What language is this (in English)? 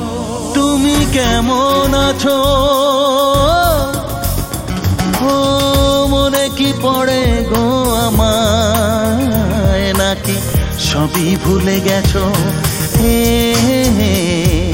Bangla